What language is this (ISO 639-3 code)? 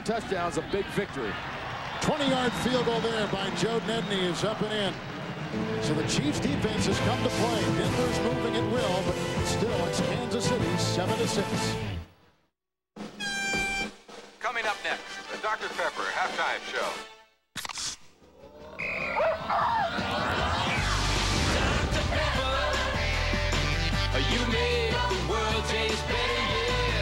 eng